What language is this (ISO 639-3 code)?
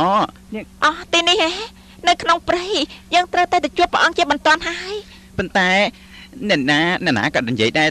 khm